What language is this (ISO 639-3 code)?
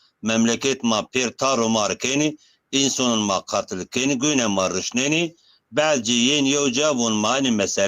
zza